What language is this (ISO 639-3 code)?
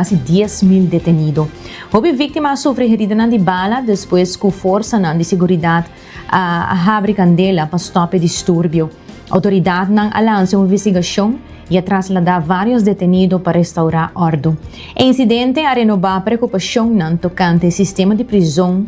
pap